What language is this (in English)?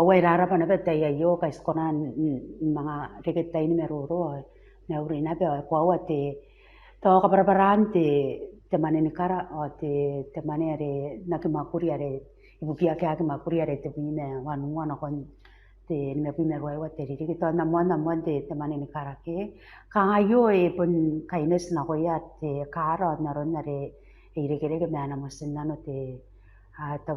Gilbertese